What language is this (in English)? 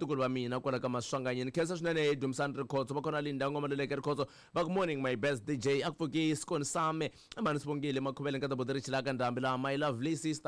Tsonga